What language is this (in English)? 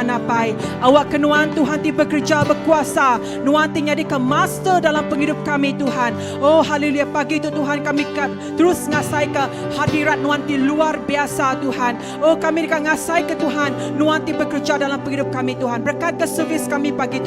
Iban